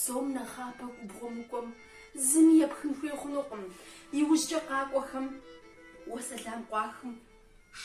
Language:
Kabardian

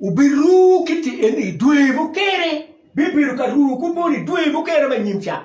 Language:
Acoli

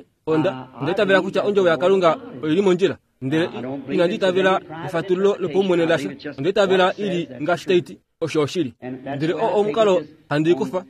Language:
Kuanyama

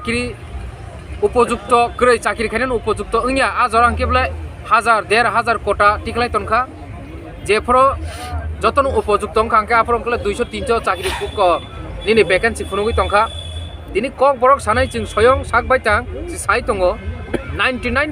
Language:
Kok Borok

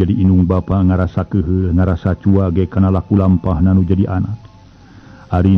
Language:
Sundanese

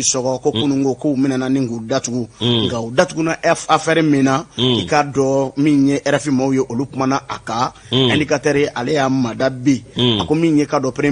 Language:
Bambara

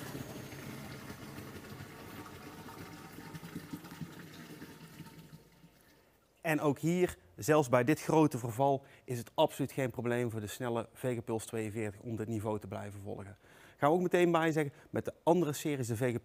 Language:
Dutch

